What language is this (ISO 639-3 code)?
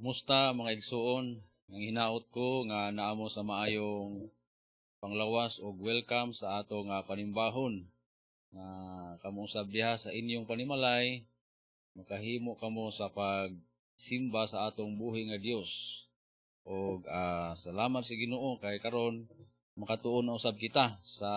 ceb